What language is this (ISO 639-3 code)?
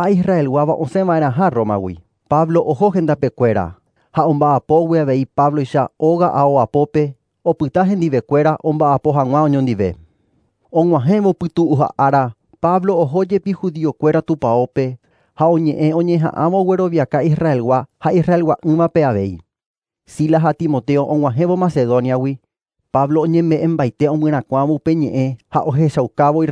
grn